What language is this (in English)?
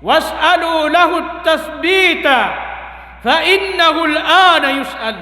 Maranao